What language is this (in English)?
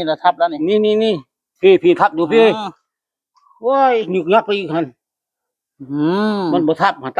Northeastern Thai